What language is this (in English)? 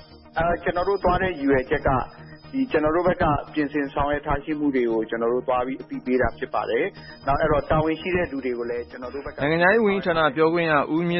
Burmese